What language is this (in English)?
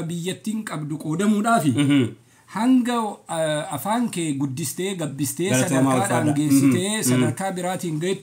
Oromo